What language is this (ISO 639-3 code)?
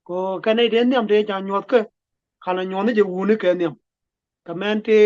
nus